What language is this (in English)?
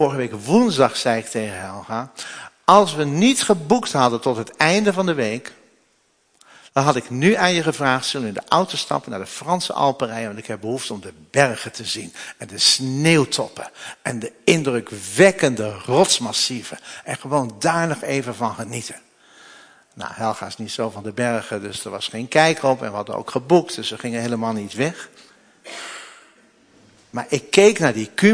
Dutch